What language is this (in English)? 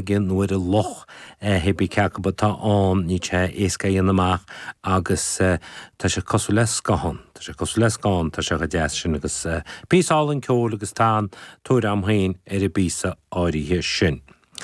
Irish